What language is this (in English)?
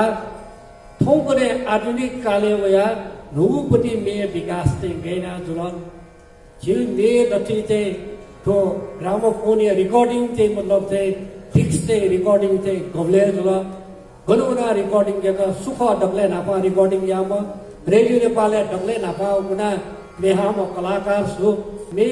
Newari